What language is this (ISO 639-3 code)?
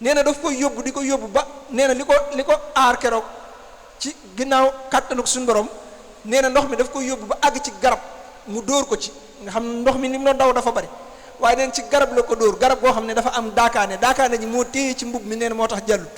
wol